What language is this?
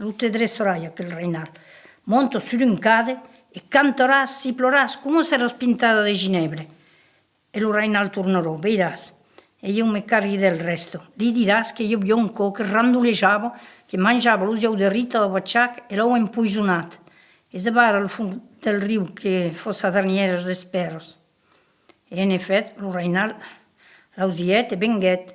Occitan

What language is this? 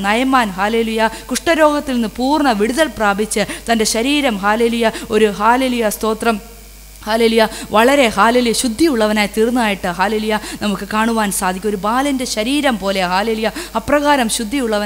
Malayalam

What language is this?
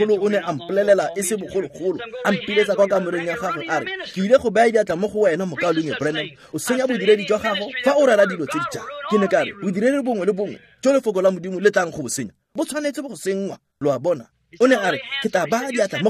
Tswana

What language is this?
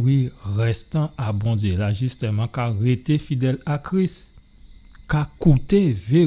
Guadeloupean Creole French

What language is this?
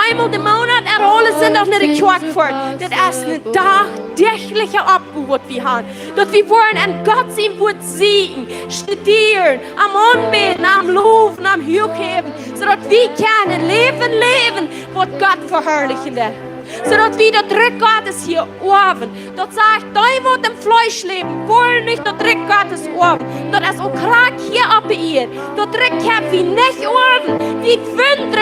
Plautdietsch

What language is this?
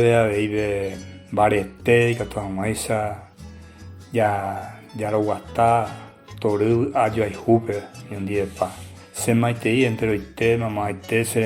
Guarani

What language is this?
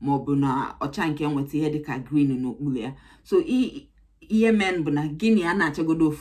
Igbo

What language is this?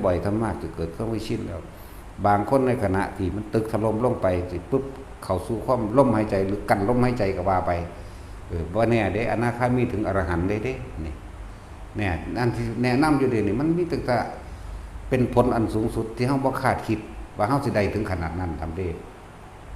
Northeastern Thai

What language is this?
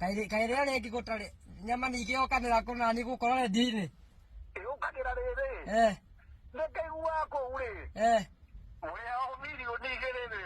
Kikuyu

